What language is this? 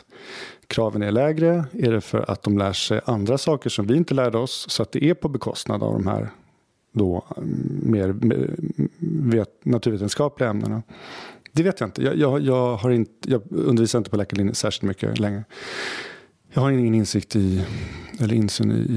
Swedish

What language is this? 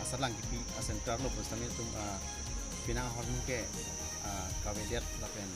Karbi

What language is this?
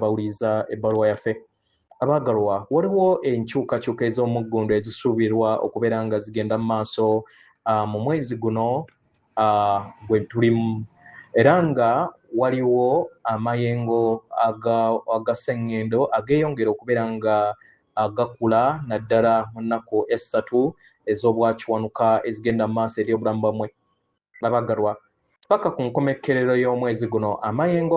Ganda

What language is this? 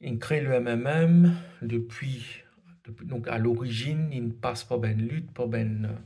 Morisyen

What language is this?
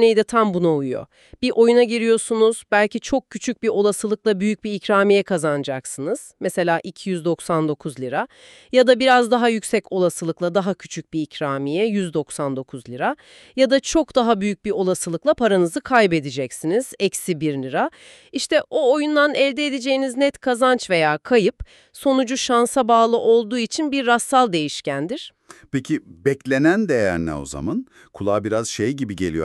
Turkish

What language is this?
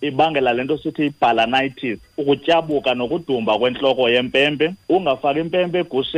Xhosa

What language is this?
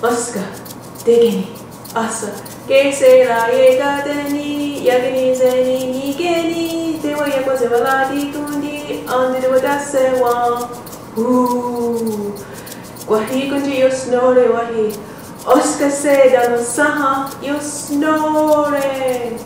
Mohawk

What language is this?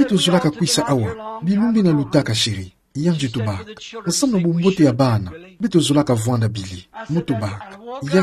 Kituba (Democratic Republic of Congo)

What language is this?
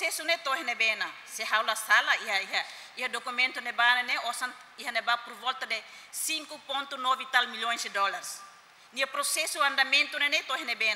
Tetum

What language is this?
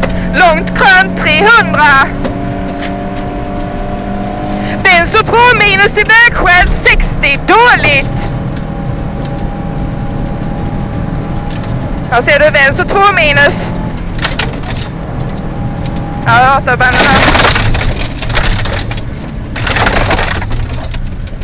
Swedish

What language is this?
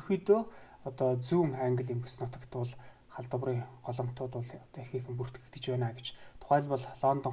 Mongolian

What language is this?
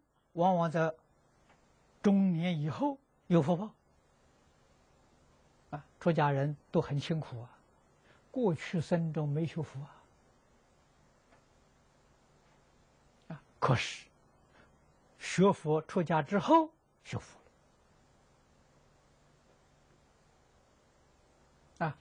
Chinese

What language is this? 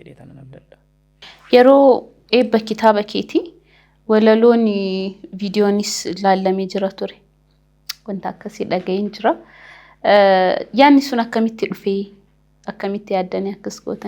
Oromo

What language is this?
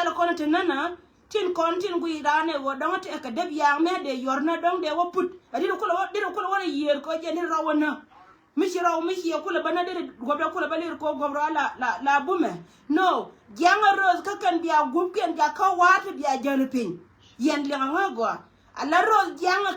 Nuer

